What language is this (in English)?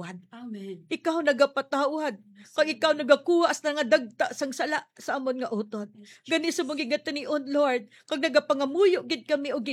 Hiligaynon